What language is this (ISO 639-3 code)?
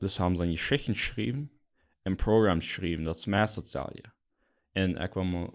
pdt